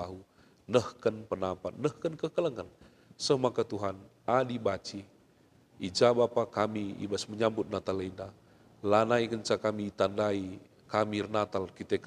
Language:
Batak Karo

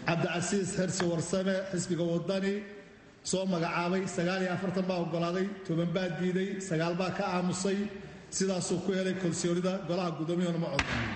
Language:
Somali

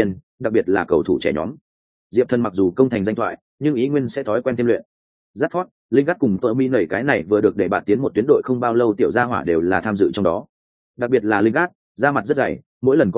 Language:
Vietnamese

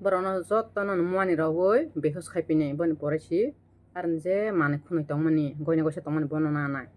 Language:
Kok Borok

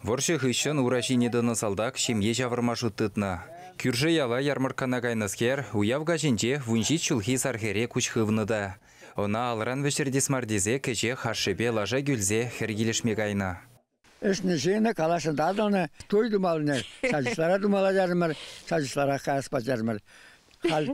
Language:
Chuvash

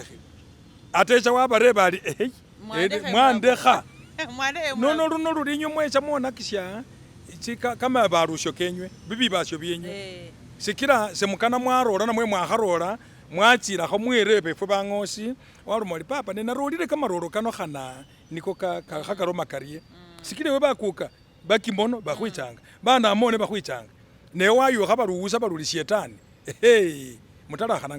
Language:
Masaaba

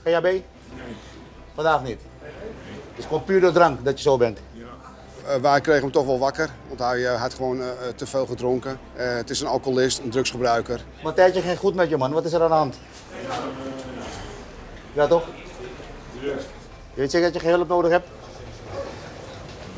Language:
Dutch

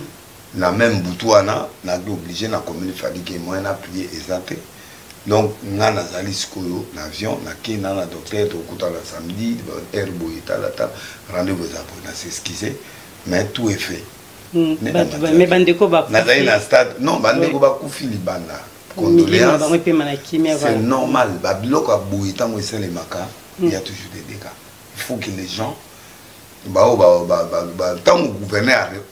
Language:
Lingala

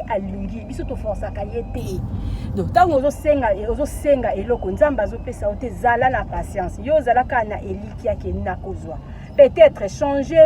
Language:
Lingala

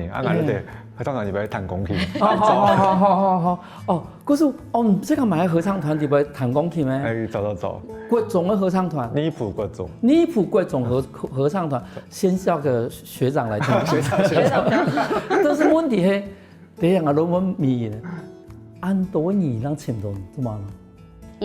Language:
Hakka Chinese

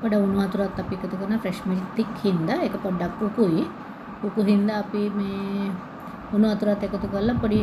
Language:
Sinhala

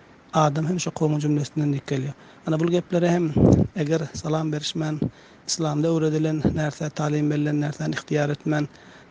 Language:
Turkmen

